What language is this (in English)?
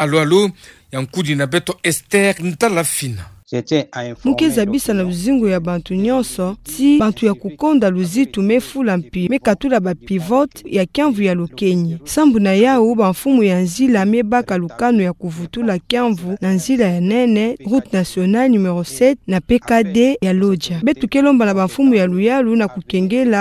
Kituba (Democratic Republic of Congo)